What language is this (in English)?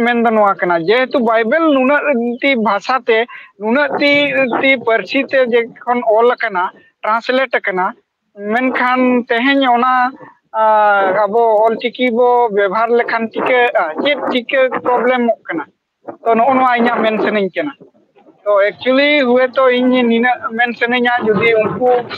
Santali